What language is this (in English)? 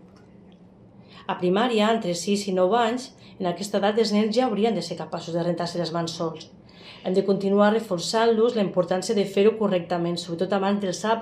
Catalan